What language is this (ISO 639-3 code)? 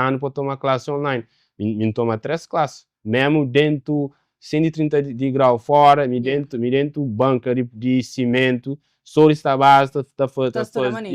kea